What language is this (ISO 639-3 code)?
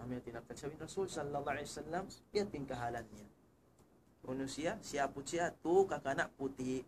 tsg